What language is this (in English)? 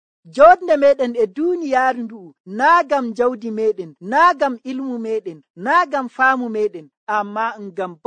Nigerian Fulfulde